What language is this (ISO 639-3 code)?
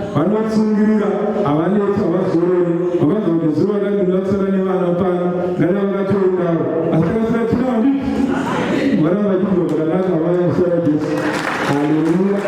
sna